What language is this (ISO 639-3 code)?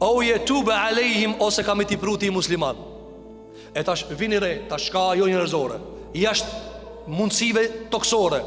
sqi